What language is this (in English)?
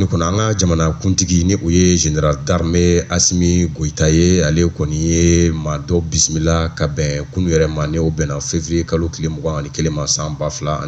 Bambara